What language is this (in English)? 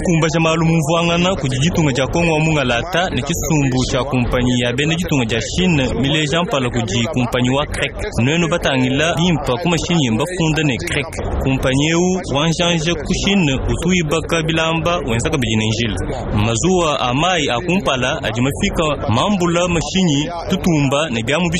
Luba-Lulua